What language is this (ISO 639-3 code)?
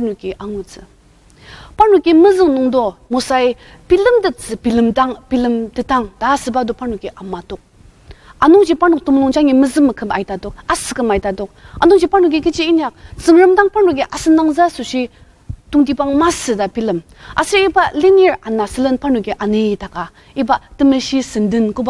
njo